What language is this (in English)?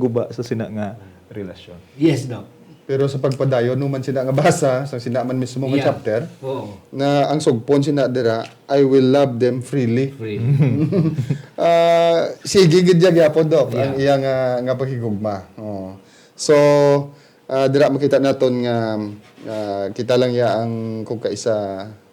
Hiligaynon